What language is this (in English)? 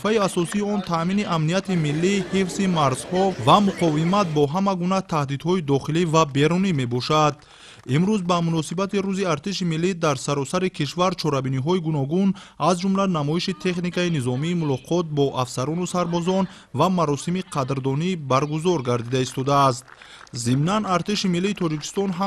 Tajik